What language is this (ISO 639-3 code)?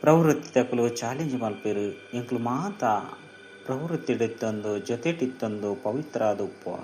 tcy